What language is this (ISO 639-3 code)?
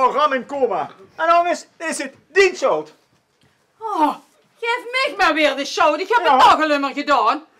lim